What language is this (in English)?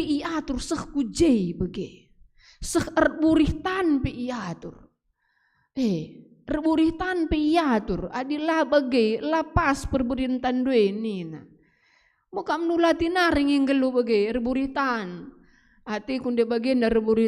Batak Karo